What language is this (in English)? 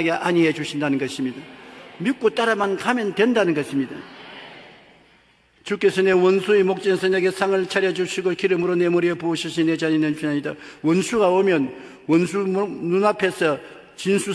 Korean